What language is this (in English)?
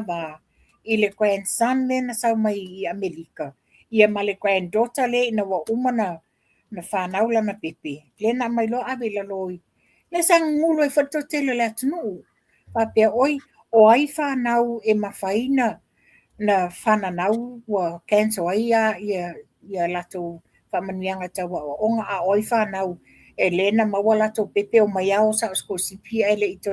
Samoan